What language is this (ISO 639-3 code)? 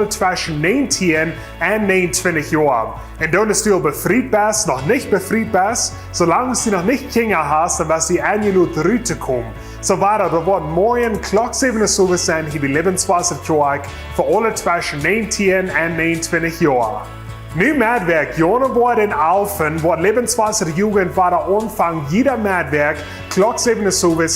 pdt